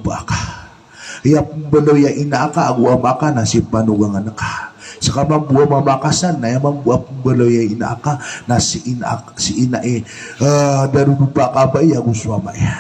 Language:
Maranao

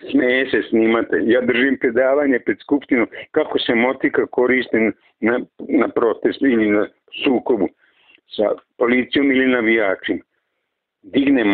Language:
Serbian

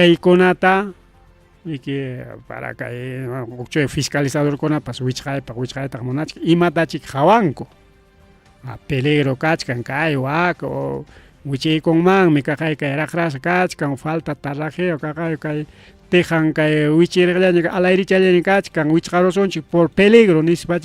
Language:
Ayacucho Quechua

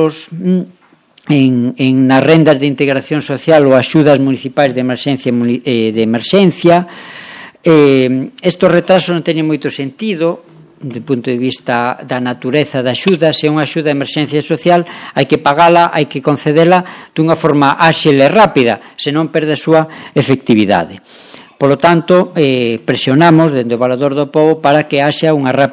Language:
Galician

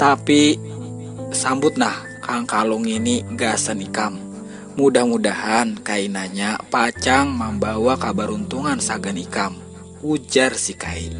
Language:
Banjar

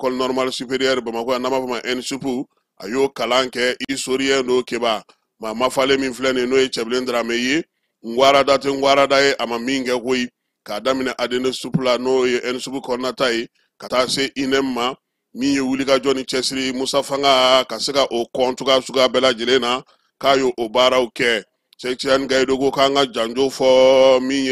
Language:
Bambara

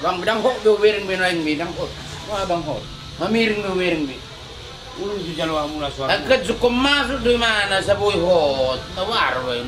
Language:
Batak Toba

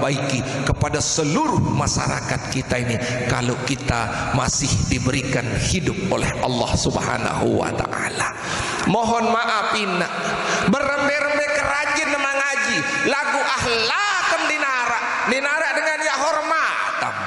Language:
Sasak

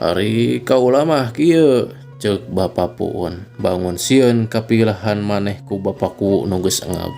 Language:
Sundanese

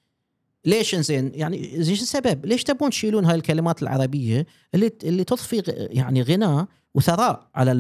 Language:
Gulf Arabic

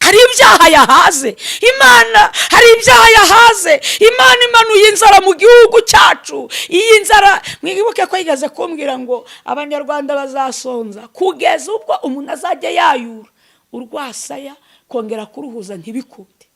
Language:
Kinyarwanda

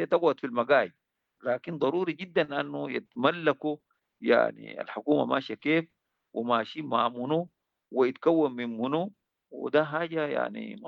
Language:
Sudanese Arabic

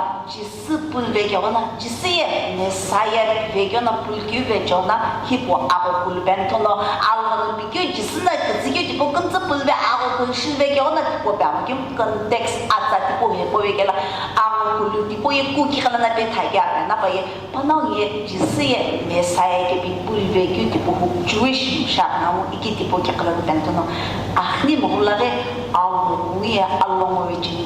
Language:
Sumi Naga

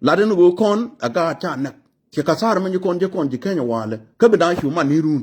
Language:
Nuer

